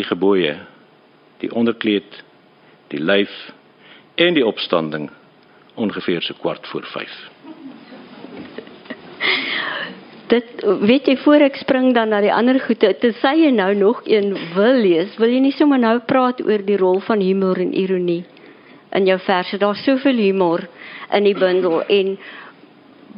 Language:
Afrikaans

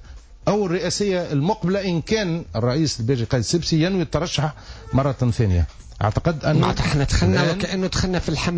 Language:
Tunisian Arabic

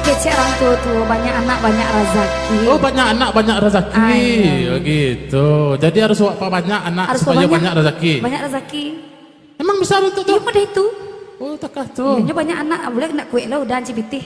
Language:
Minangkabau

